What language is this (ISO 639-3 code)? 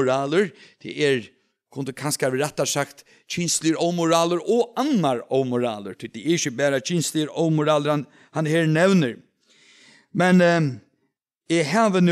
fao